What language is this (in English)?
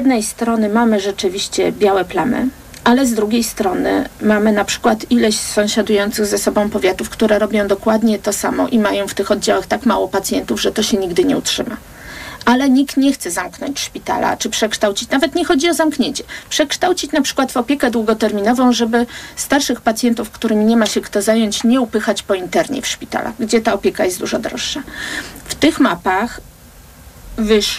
Polish